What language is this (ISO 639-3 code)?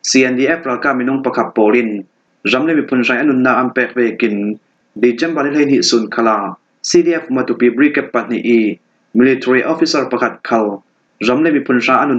cfm